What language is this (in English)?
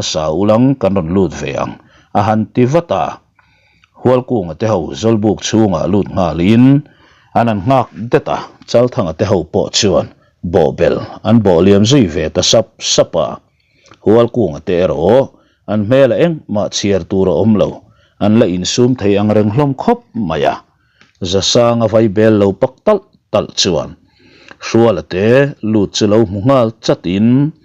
Mizo